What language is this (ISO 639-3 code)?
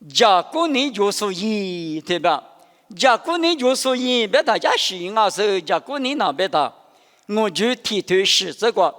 lis